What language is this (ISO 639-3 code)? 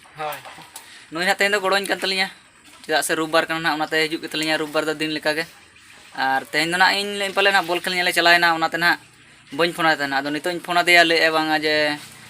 sat